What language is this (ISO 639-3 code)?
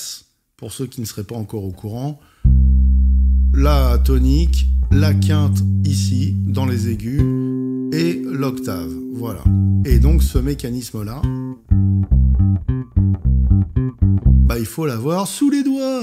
fra